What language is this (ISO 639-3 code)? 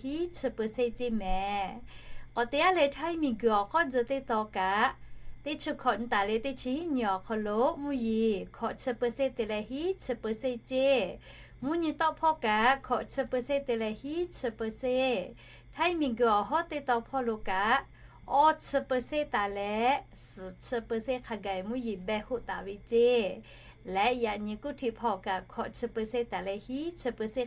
lhu